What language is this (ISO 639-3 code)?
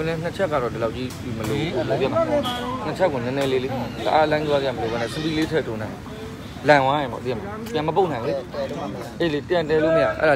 mya